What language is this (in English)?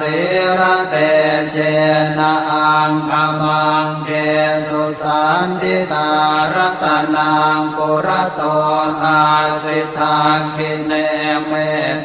Pali